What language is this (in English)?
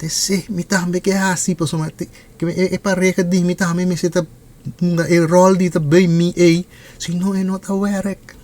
Papiamento